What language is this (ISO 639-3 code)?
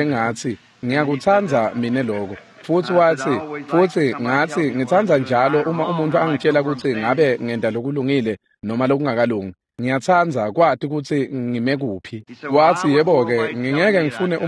ssw